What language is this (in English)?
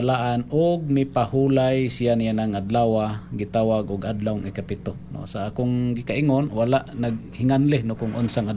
Cebuano